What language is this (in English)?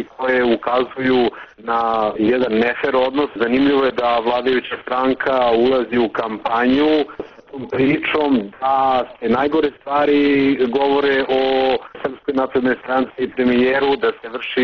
Serbian